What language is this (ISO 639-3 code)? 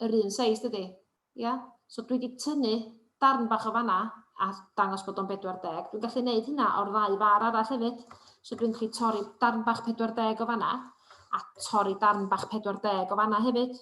cym